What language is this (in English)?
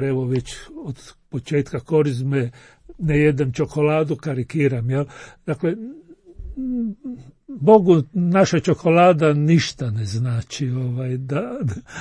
Croatian